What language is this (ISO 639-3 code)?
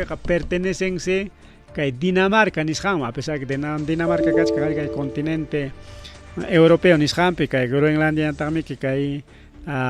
quy